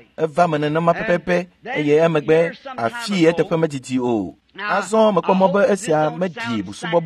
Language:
Ewe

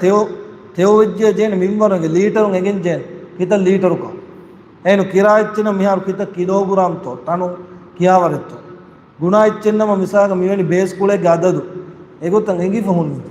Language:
Divehi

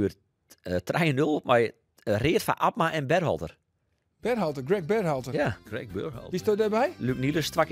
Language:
Western Frisian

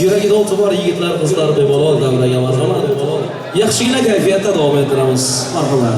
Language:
Turkmen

